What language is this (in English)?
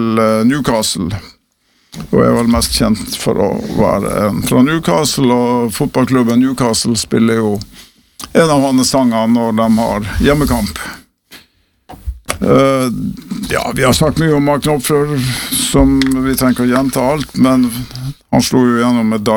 Norwegian